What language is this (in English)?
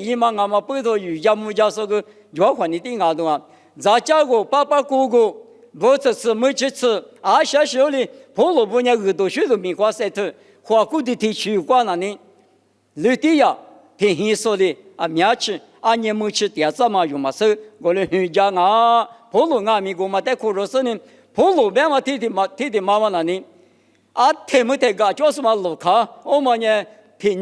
Lisu